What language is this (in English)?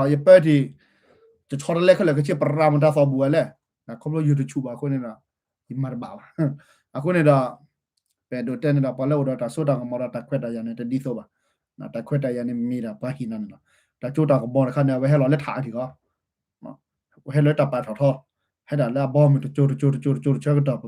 S'gaw Karen